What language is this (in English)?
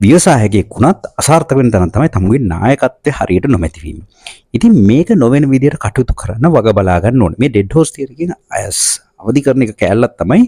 Sinhala